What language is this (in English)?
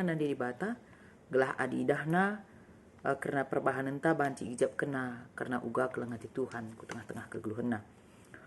Batak Karo